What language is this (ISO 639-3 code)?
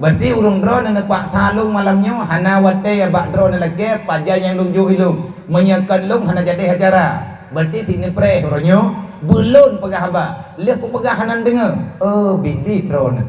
ace